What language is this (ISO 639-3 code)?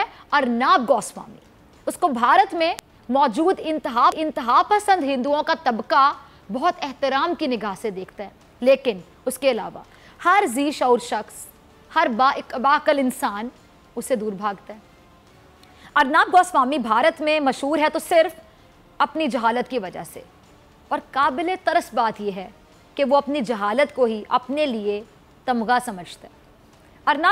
urd